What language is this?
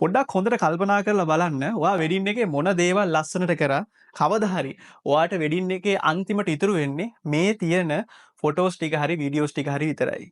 Sinhala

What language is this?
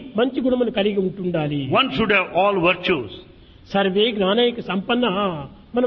Telugu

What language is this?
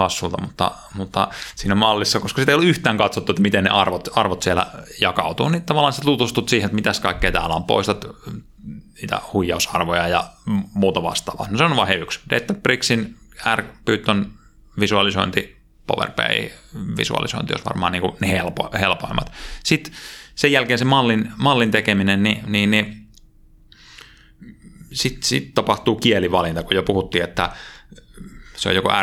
Finnish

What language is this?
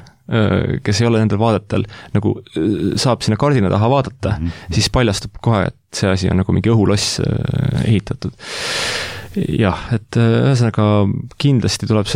Estonian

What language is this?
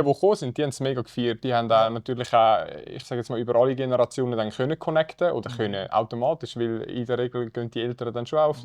Swiss German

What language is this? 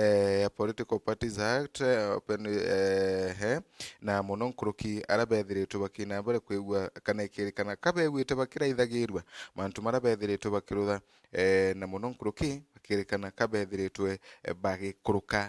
Meru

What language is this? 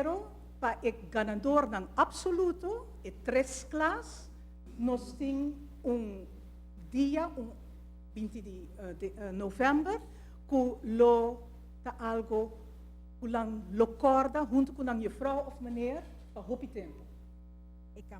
Papiamento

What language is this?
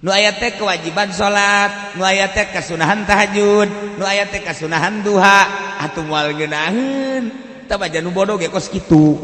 Sundanese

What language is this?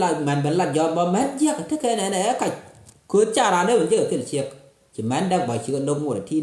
Nuer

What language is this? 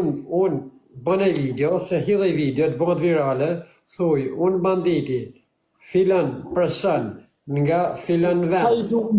Albanian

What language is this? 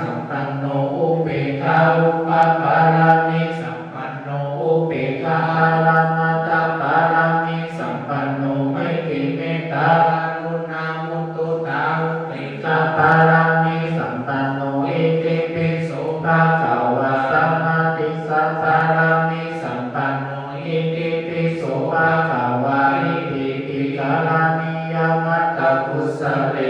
Pali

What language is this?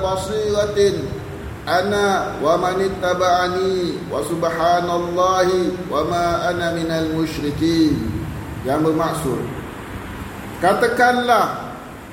Malay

